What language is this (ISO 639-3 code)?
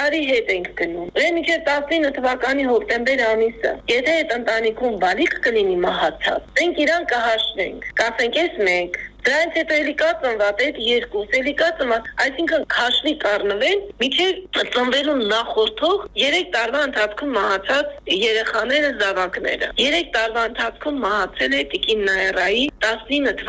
hye